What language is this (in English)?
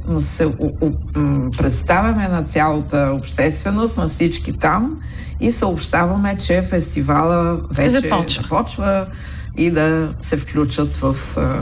Bulgarian